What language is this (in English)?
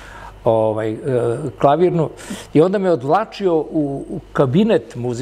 Serbian